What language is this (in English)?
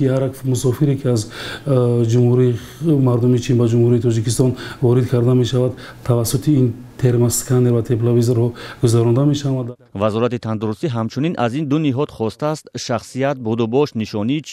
Tajik